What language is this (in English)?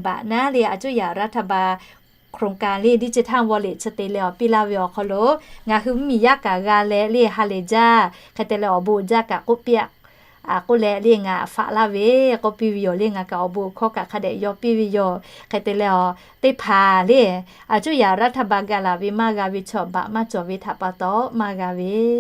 Lahu